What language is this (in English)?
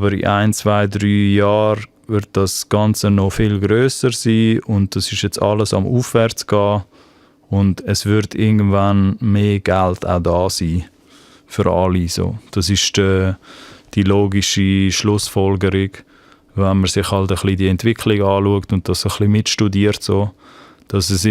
Swiss German